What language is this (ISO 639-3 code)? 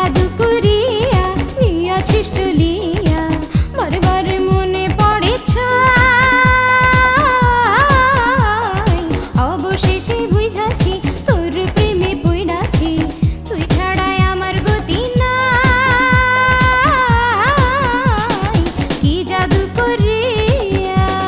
ben